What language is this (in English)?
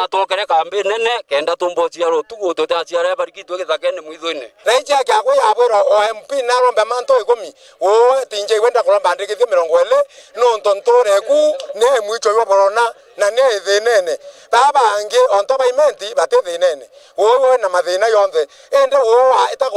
Meru